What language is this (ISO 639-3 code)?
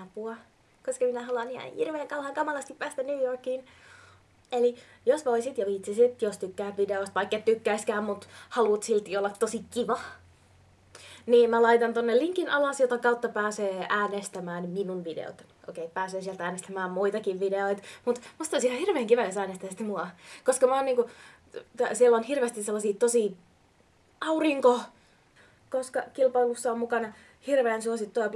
fin